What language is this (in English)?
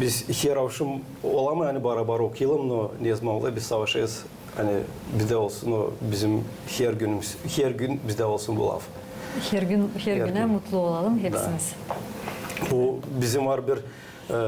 Gagauz